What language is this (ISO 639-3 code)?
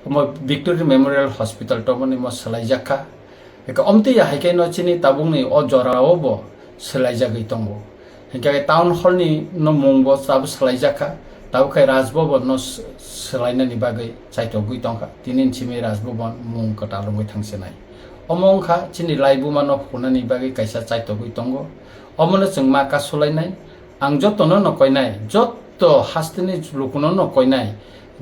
trp